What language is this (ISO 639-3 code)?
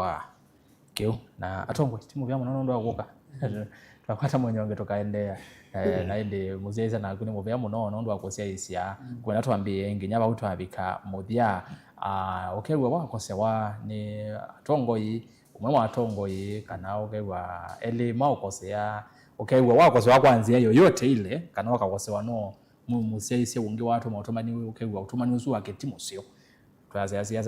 kam